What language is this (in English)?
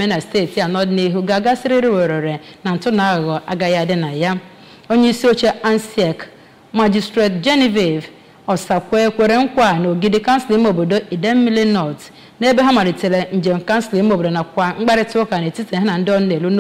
Igbo